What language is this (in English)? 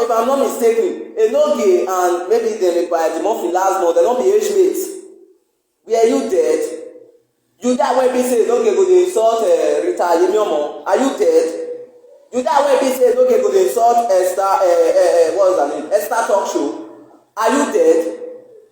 Nigerian Pidgin